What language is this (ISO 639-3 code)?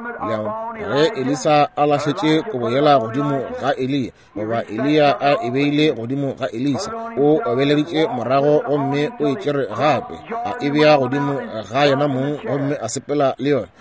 nso